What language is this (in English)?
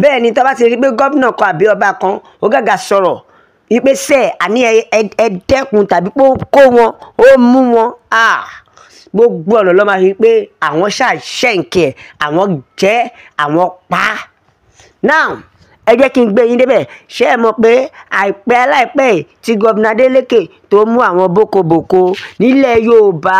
Yoruba